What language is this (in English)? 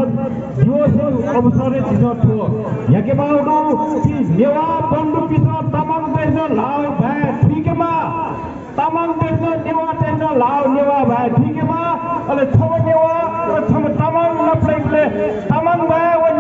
Newari